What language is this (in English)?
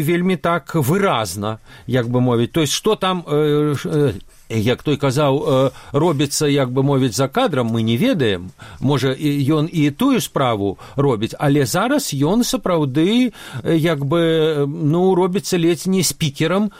Belarusian